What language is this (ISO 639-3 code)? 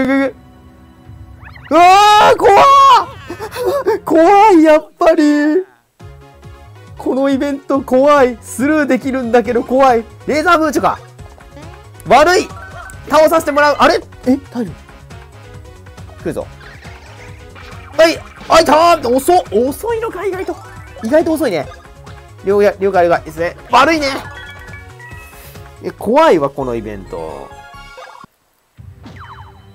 jpn